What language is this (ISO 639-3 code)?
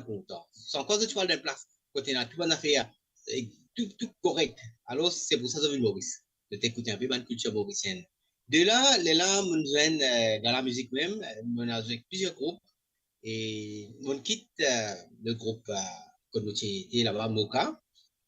mfe